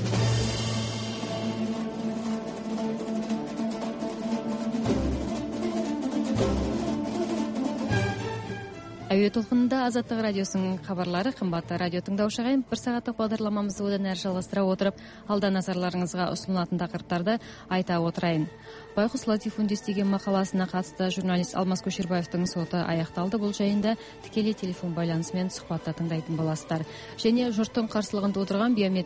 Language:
Kazakh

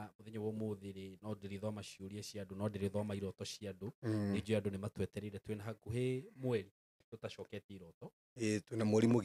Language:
Kikuyu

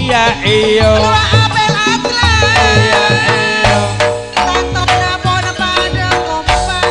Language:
Madurese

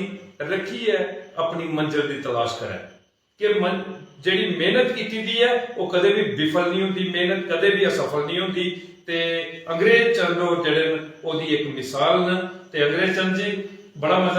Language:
Dogri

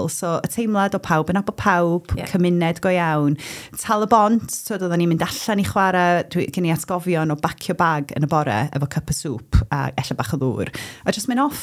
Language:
Welsh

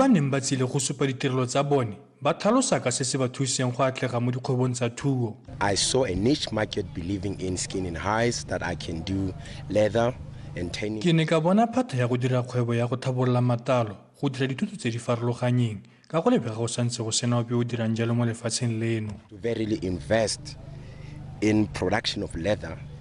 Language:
Tswana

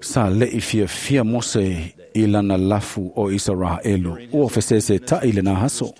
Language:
Samoan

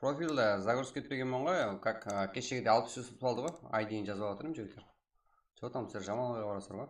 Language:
Kara-Kalpak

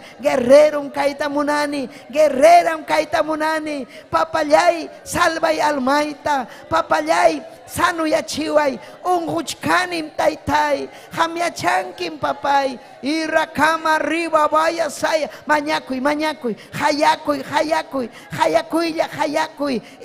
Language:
Ayacucho Quechua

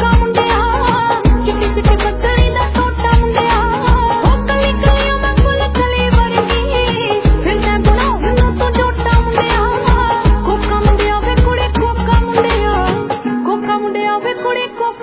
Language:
Punjabi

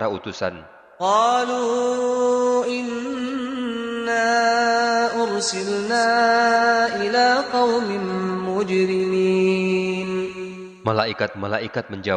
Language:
Indonesian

